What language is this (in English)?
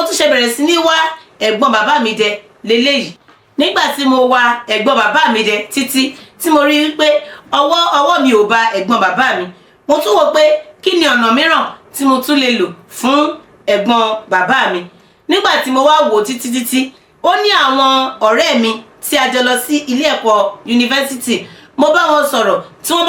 Yoruba